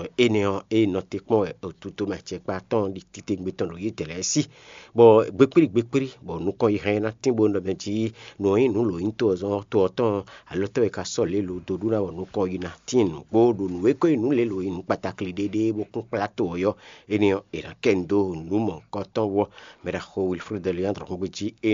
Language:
Fon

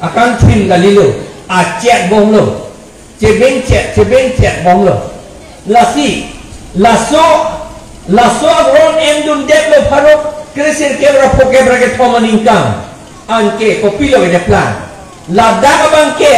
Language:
Karbi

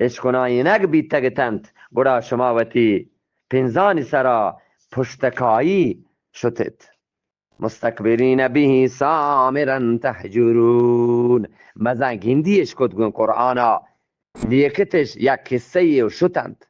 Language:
Eastern Balochi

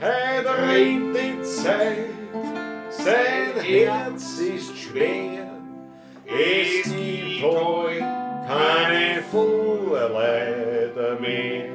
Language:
Bavarian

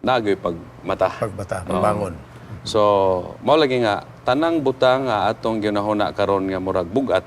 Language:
Cebuano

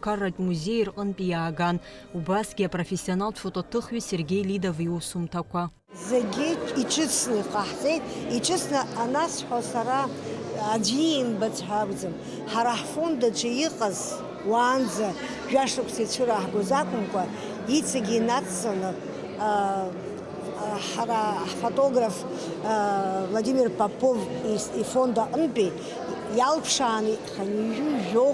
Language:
Abkhazian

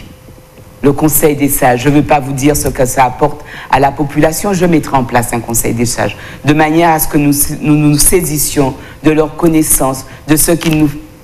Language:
French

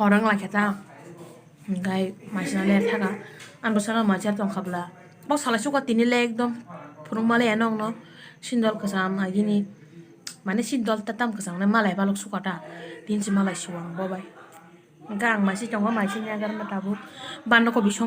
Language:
Kok Borok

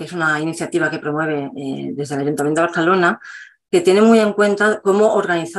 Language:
Spanish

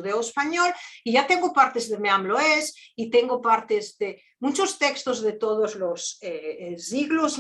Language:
Ladino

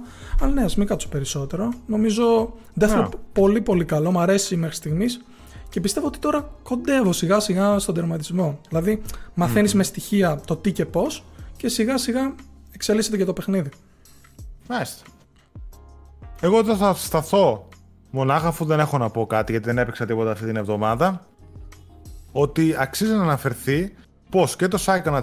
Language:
Greek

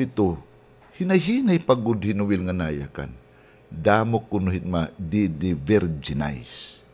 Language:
Waray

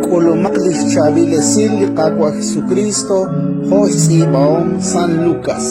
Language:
Kekchí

